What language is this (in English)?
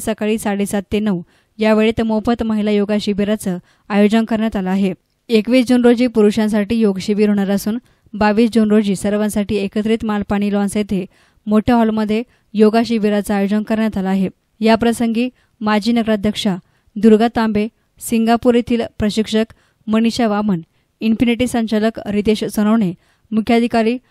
Marathi